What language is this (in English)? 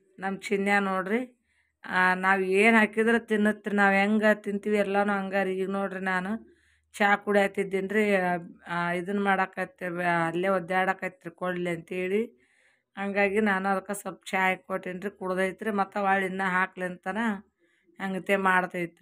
Kannada